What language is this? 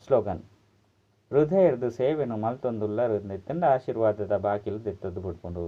Tulu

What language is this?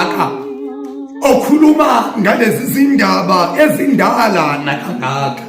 Zulu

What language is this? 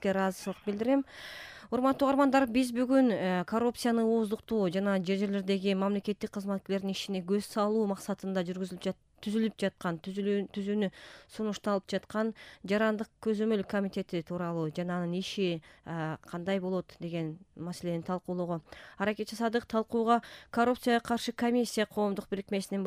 Kyrgyz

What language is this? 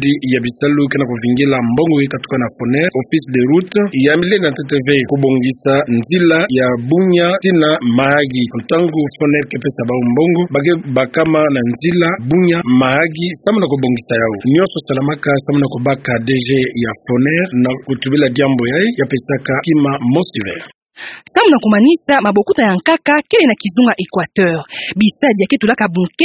Kituba (Democratic Republic of Congo)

